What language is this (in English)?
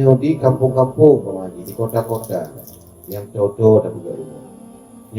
Achinese